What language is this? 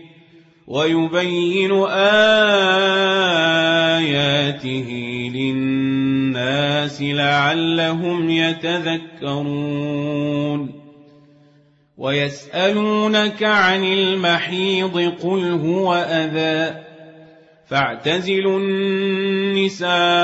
Arabic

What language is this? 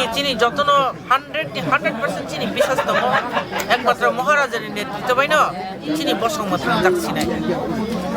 Kok Borok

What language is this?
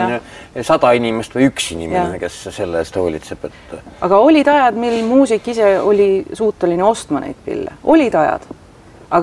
Estonian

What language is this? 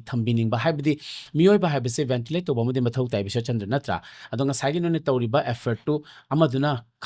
Manipuri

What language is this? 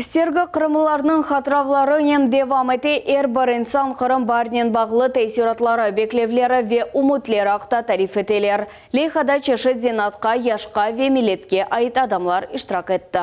Crimean Tatar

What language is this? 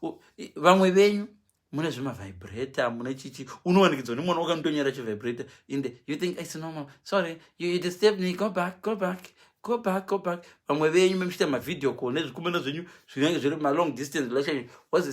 Shona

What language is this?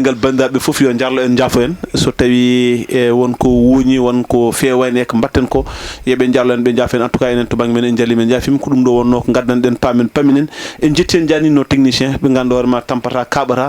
Fula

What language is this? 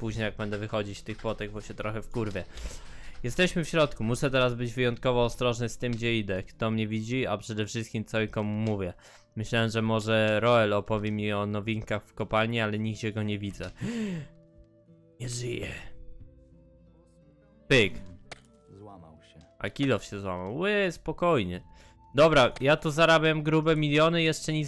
Polish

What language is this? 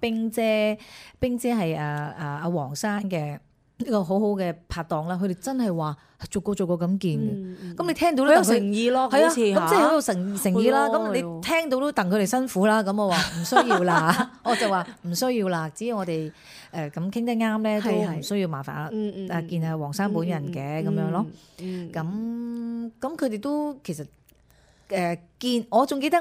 Cantonese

